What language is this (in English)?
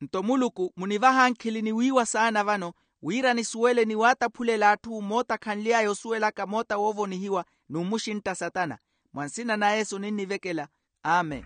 Makhuwa